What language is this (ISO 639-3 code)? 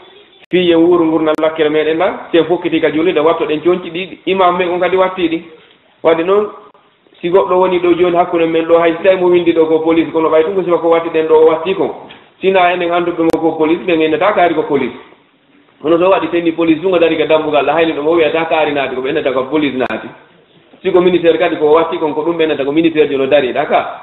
ful